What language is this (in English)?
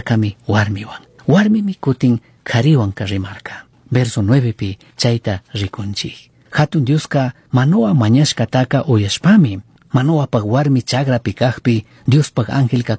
Chimborazo Highland Quichua